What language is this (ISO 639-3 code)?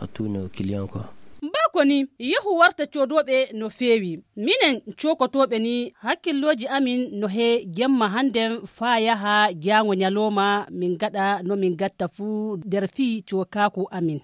fuv